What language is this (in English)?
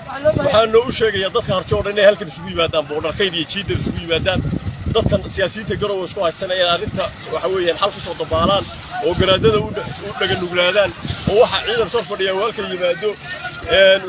Somali